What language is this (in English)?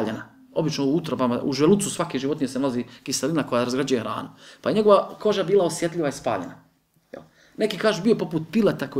Bosnian